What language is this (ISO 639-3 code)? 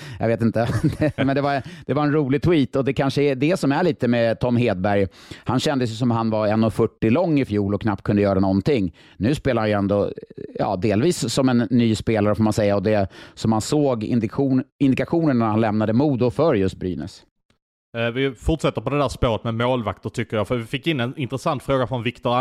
swe